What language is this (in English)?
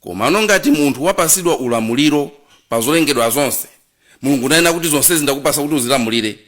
Nyanja